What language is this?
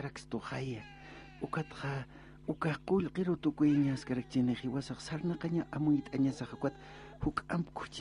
Aymara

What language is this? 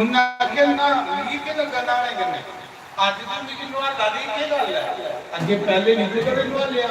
Dogri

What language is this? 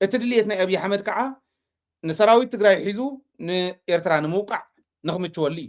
Tigrinya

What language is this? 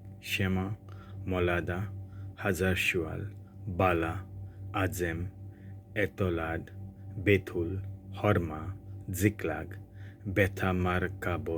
Konkani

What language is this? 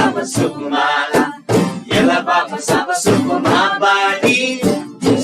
Eastern Tamang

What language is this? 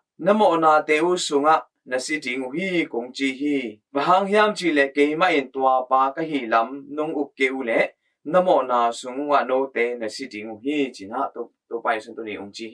Tedim Chin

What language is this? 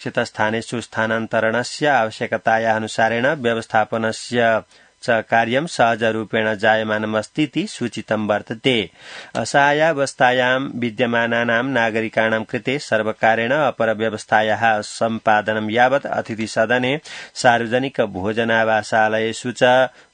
Sanskrit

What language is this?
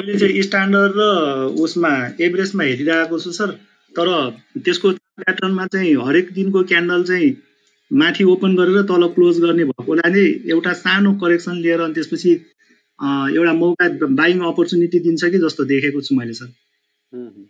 Nepali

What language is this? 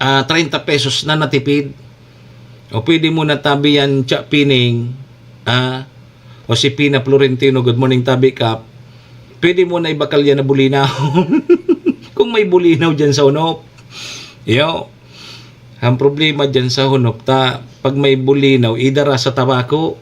Bikol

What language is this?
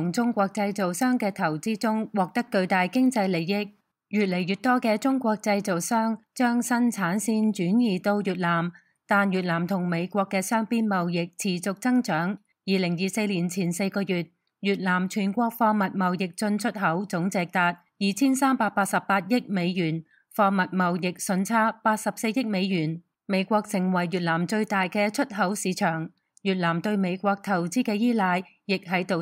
Cantonese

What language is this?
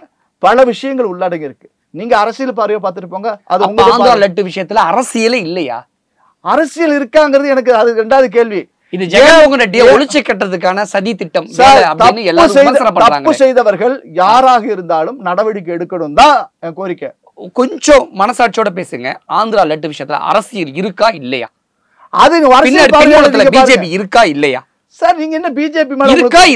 Tamil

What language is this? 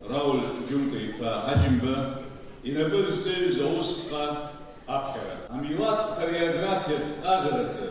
Abkhazian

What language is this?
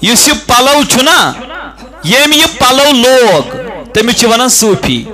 Kashmiri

